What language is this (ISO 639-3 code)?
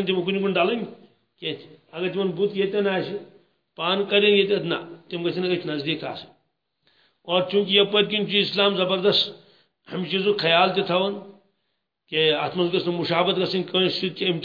kas